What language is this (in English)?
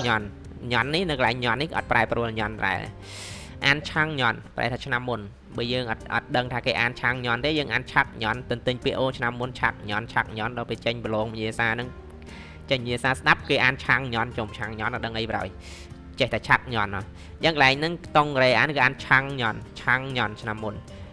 Khmer